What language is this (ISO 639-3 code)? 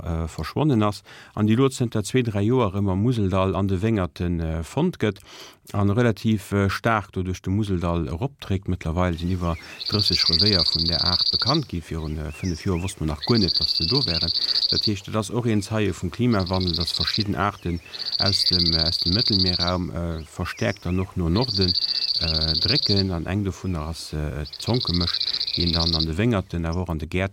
ltz